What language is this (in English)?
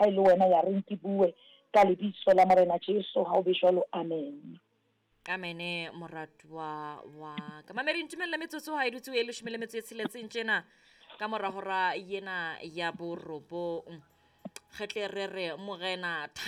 Southern Sotho